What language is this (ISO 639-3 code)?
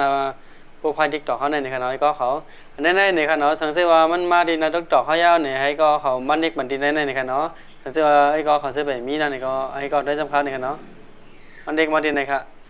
shn